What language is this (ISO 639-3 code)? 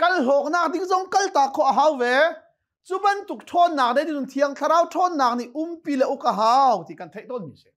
cnh